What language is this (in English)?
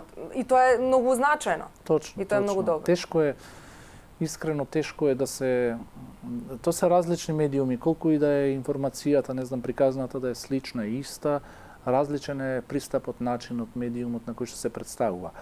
Macedonian